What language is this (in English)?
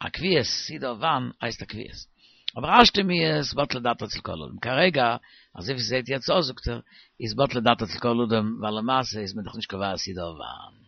Yiddish